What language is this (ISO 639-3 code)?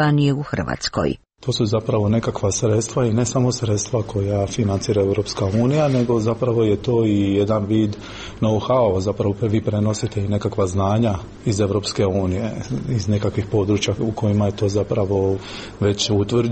hrv